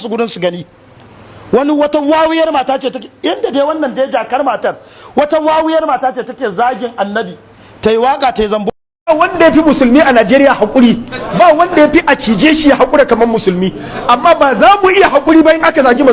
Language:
Hausa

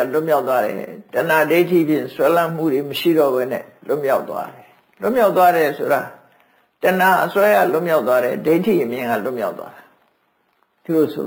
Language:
Burmese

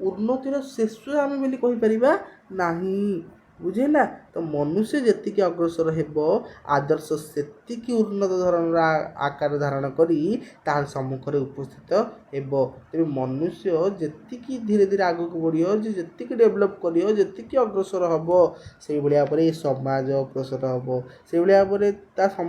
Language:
Odia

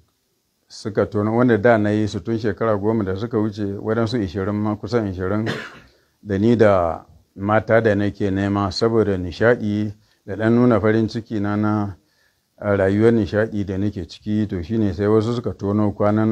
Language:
Hausa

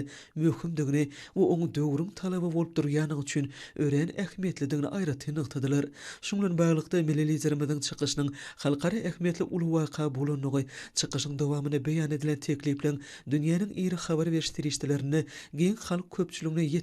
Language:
Turkmen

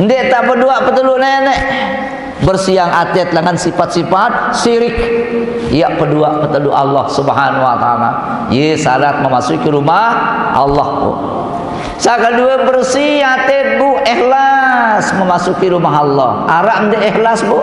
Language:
Sasak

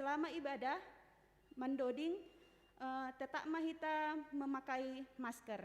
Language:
Batak Simalungun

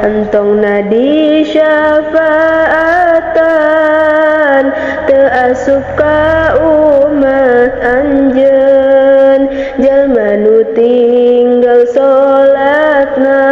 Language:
Sundanese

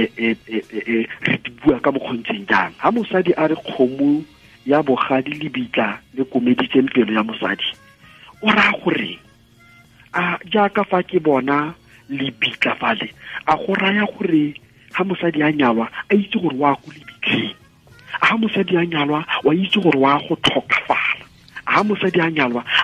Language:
Tswana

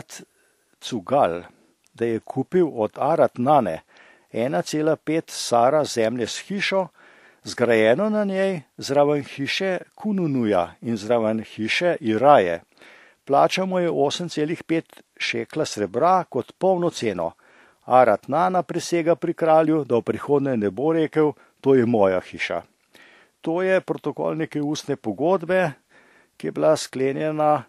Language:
Slovenian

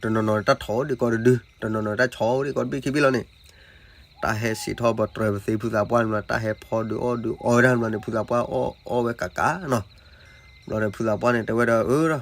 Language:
S'gaw Karen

